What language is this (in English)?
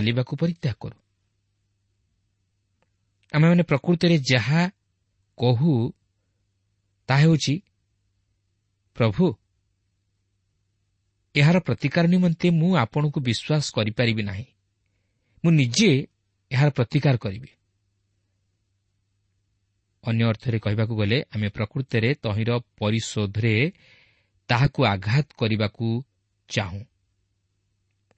Odia